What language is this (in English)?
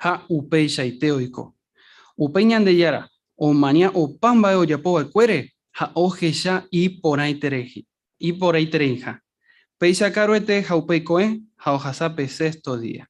Guarani